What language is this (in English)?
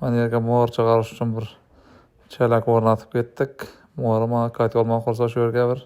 Uzbek